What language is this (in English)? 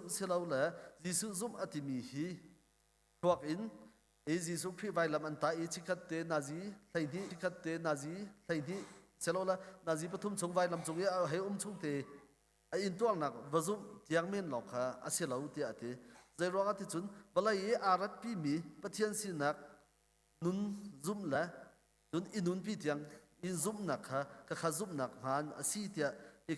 Hakha Chin